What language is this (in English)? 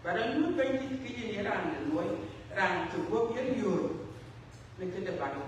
Dinka